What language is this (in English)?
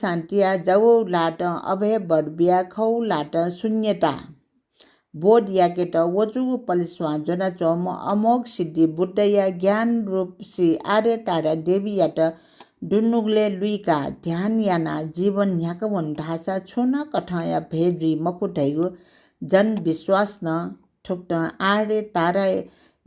Newari